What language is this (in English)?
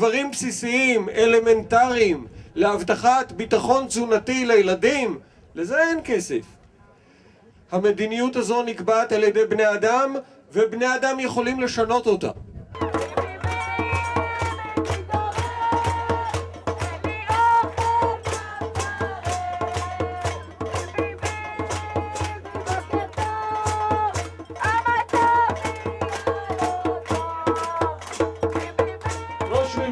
Hebrew